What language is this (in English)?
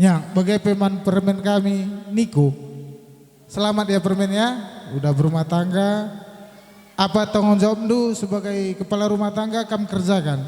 Batak Karo